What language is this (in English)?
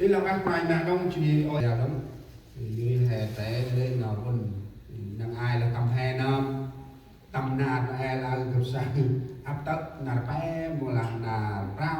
Central Mnong